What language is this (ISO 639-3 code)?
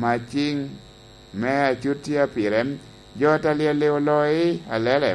laj